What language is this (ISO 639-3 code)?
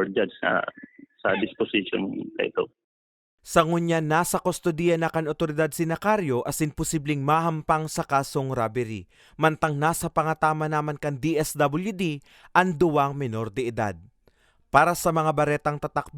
bik